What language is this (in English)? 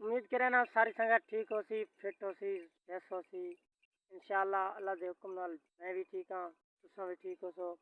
Saraiki